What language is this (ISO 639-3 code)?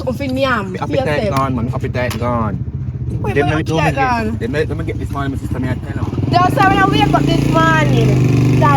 jam